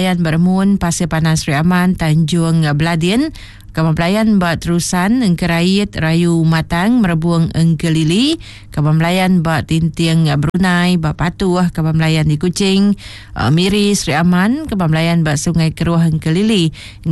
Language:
Iban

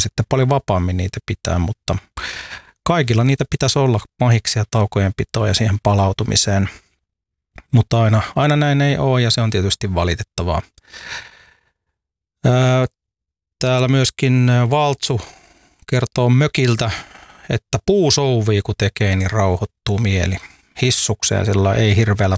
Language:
Finnish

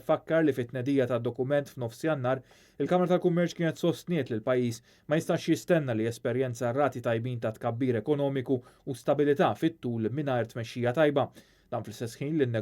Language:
Maltese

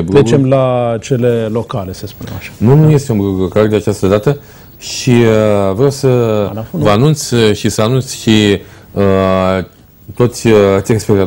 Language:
Romanian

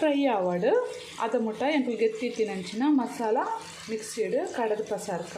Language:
Tulu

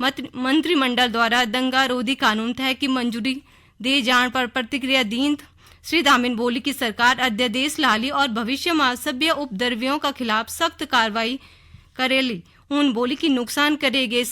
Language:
Garhwali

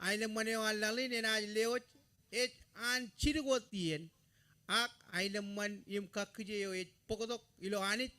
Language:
Marshallese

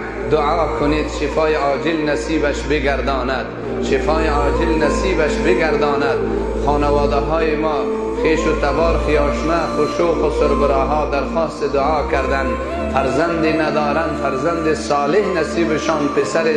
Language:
Persian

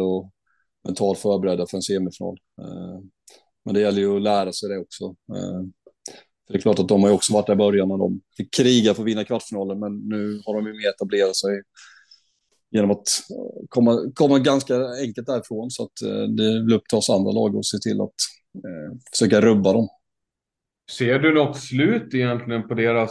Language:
Swedish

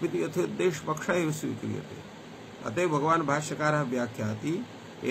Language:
Sanskrit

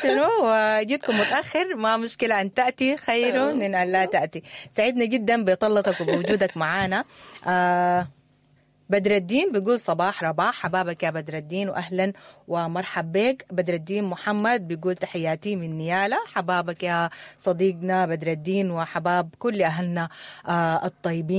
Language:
Sudanese Arabic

